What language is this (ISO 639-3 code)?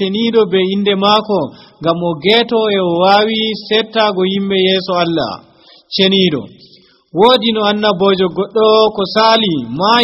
fuv